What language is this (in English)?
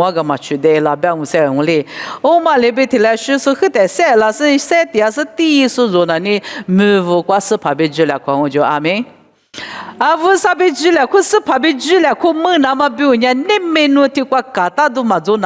Lisu